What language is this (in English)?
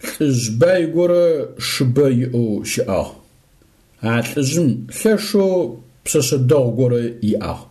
Adyghe